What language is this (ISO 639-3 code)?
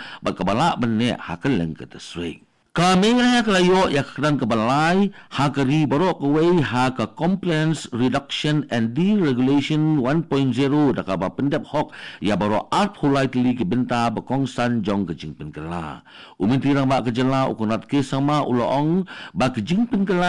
kha